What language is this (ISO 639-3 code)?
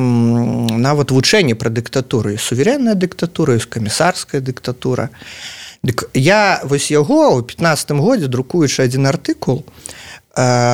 bel